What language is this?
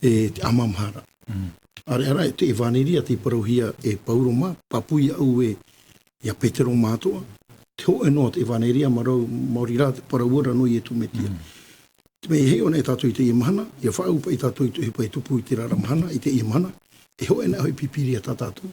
Tahitian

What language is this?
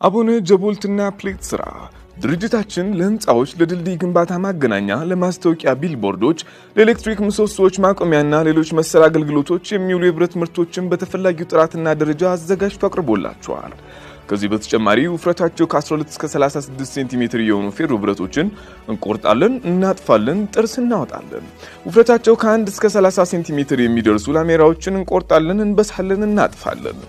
Amharic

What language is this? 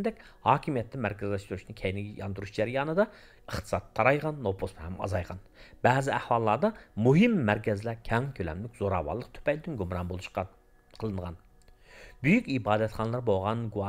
Uyghur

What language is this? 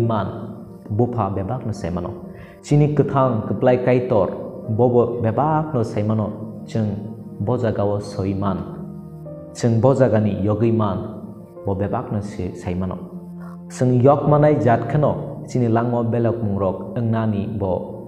Kok Borok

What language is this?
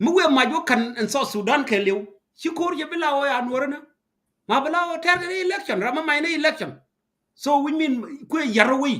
Nuer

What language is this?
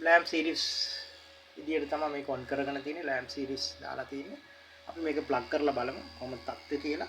Sinhala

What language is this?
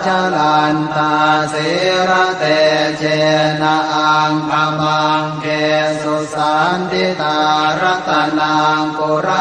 Pali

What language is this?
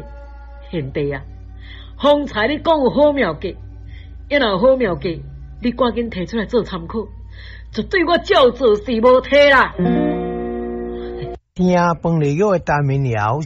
Min Nan Chinese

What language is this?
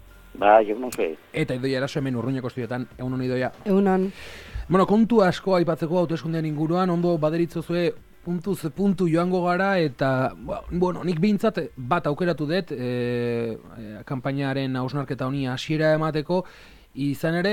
Basque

